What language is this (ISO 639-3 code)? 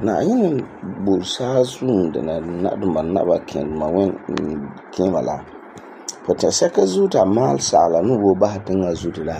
gur